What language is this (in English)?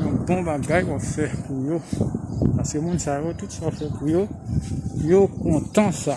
Haitian Creole